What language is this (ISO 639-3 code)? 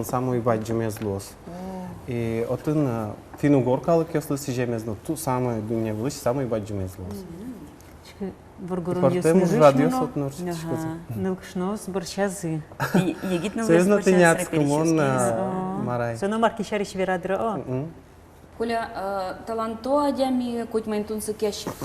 udm